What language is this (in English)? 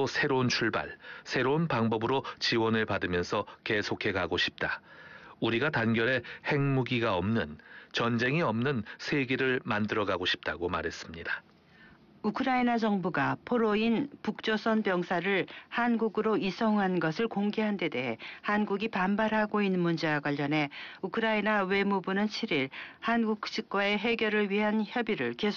Korean